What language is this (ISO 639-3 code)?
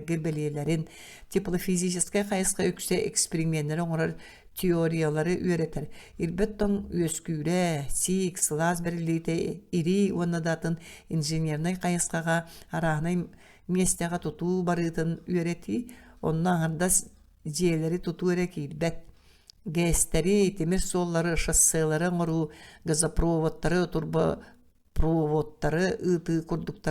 sah